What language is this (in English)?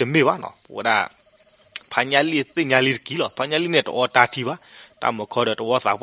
S'gaw Karen